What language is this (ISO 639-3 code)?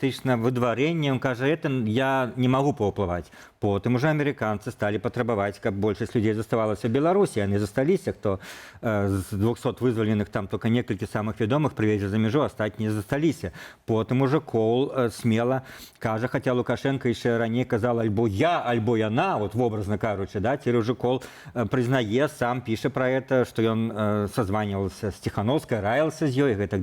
bel